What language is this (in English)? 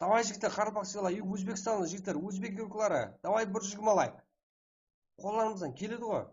Kara-Kalpak